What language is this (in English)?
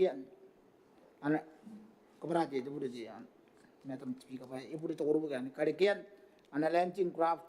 Gilbertese